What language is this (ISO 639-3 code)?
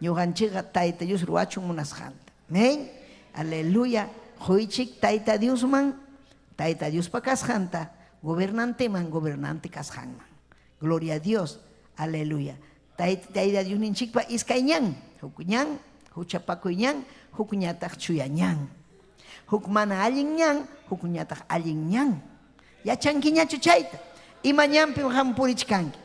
quy